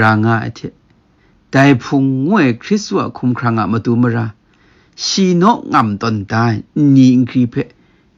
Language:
Kachin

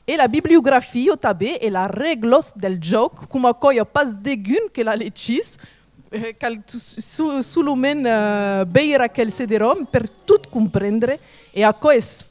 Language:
Occitan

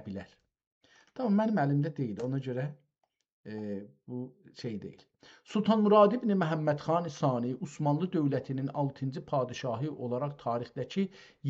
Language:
South Azerbaijani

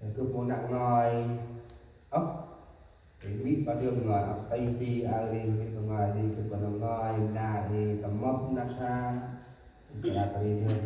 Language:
Central Mnong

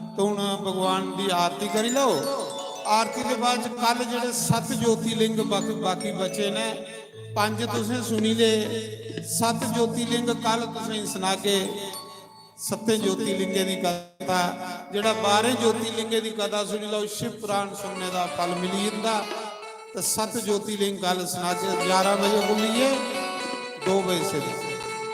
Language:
Dogri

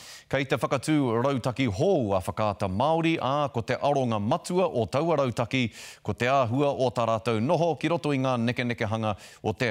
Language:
Māori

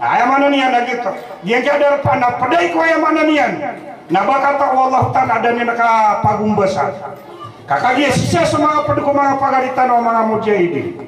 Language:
Maranao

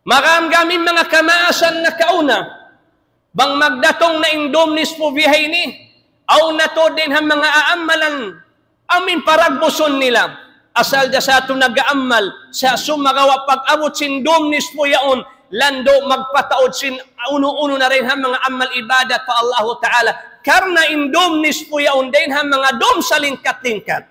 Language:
Tausug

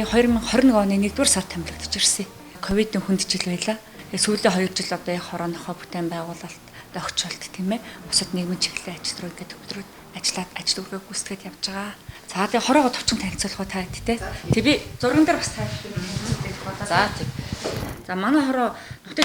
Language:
Mongolian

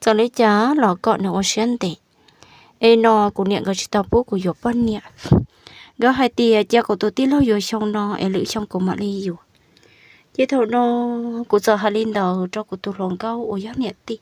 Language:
Hmong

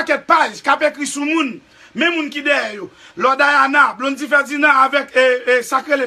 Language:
Haitian Creole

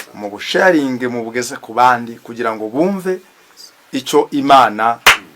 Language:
Kinyarwanda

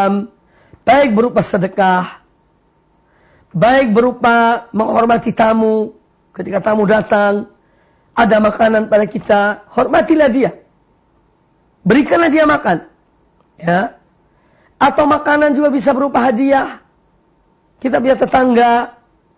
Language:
Indonesian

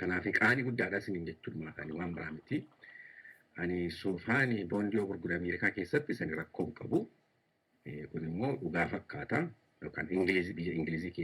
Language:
Oromo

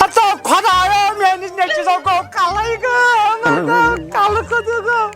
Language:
Kashmiri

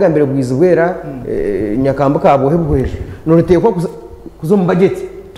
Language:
Nyankole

